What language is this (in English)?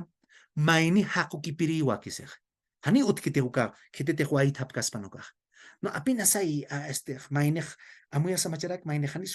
Aymara